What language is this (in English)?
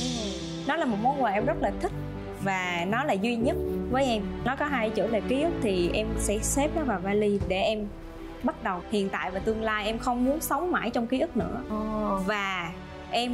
Vietnamese